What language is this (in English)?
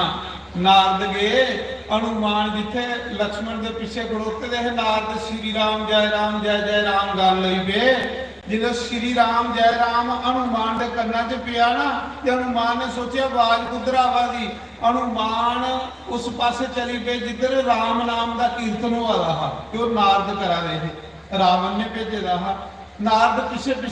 Dogri